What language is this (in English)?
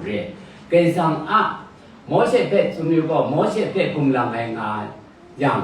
Kachin